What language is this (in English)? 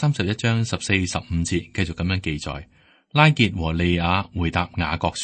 Cantonese